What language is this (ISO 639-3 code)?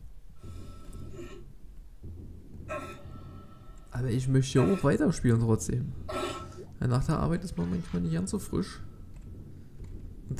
deu